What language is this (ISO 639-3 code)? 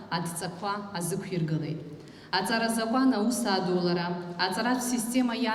abk